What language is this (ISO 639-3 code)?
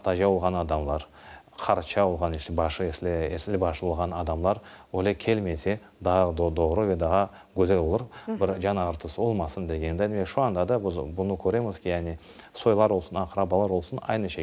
crh